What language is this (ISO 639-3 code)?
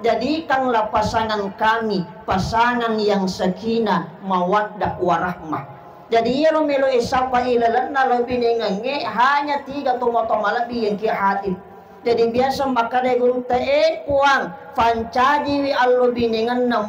bug